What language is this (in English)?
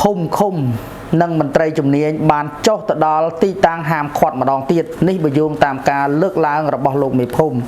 Khmer